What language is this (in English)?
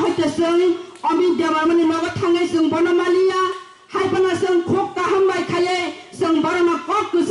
Kok Borok